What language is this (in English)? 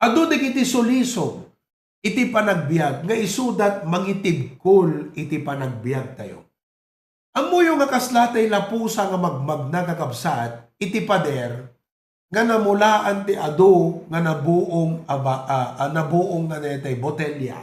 Iloko